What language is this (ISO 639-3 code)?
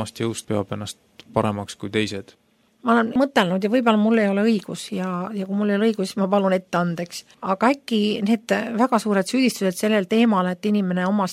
est